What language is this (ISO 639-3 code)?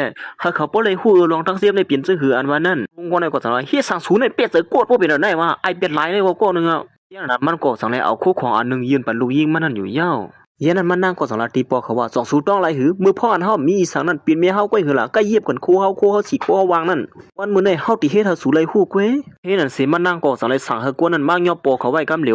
shn